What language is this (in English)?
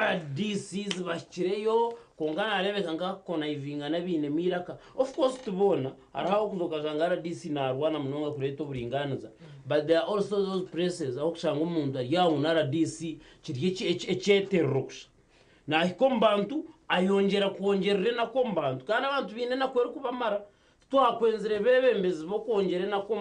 Nyankole